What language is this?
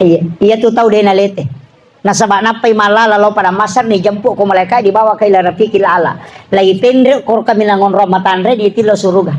Buginese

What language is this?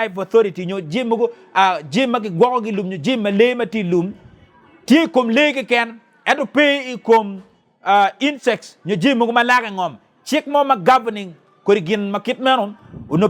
Acoli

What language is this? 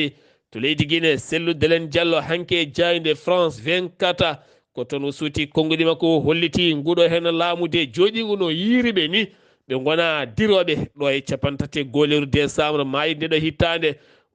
Fula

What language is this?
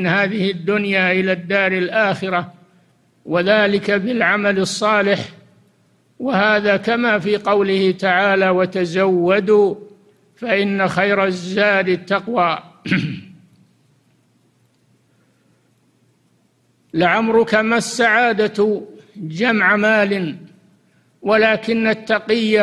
Arabic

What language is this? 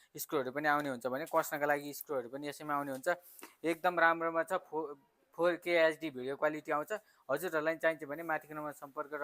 Nepali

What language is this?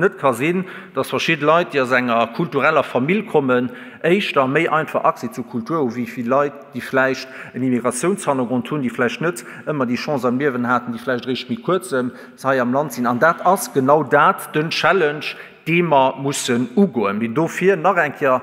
Luxembourgish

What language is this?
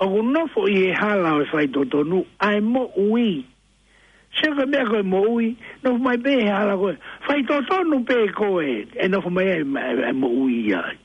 Tongan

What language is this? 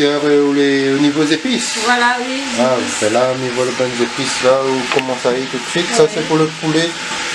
Réunion Creole French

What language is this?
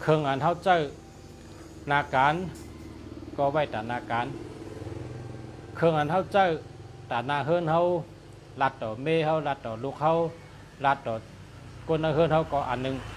Shan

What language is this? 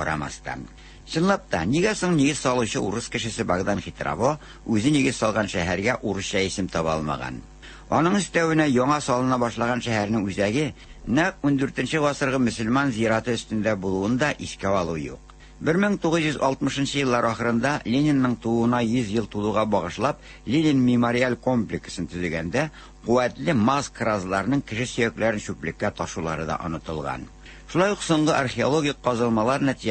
Tatar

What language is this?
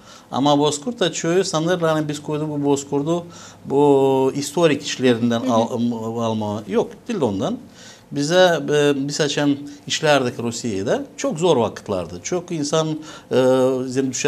Gagauz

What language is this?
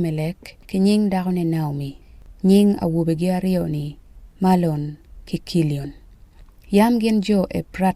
Acoli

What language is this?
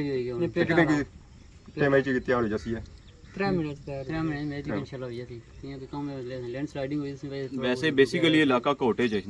Pahari-Potwari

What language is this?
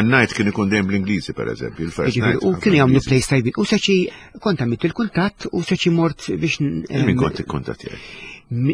Maltese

